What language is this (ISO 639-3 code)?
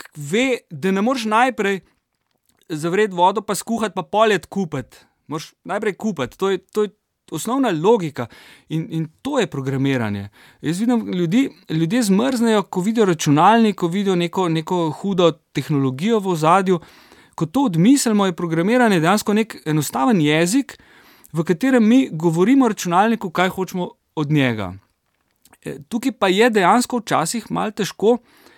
slv